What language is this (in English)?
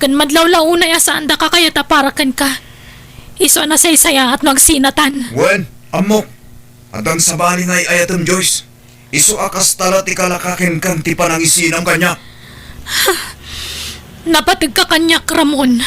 Iloko